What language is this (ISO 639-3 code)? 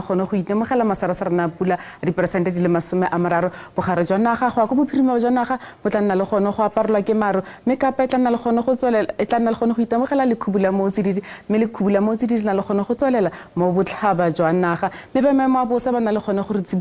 tsn